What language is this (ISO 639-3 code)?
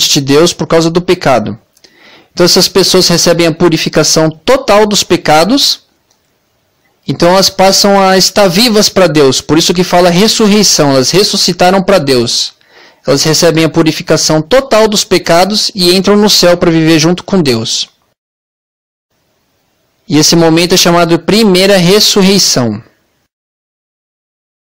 por